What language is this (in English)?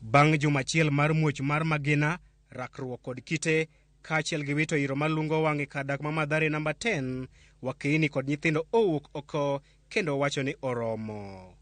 Luo (Kenya and Tanzania)